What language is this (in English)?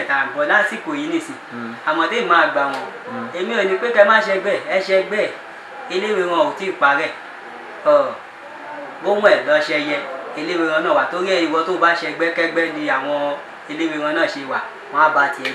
Yoruba